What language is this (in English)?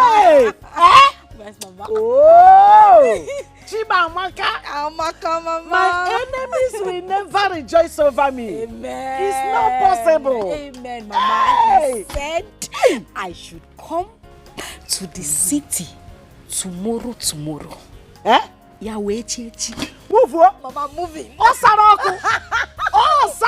Nigerian Pidgin